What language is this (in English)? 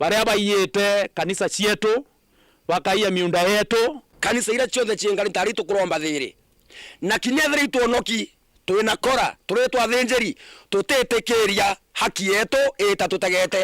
Meru